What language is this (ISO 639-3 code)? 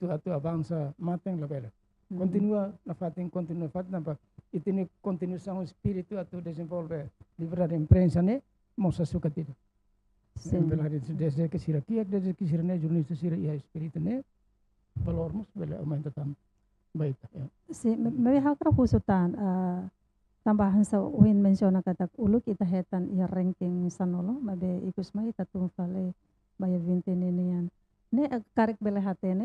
tet